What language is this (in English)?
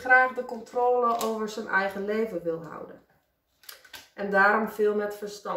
Dutch